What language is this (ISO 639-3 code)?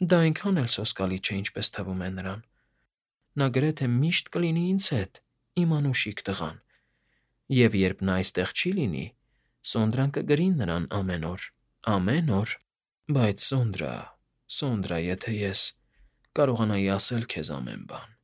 hye